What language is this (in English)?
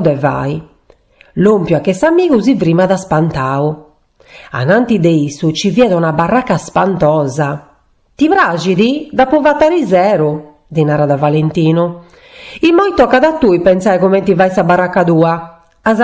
Sardinian